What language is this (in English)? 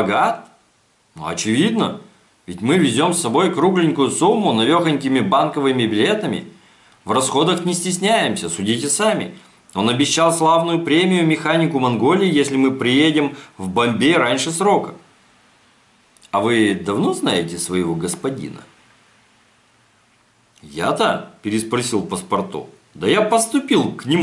Russian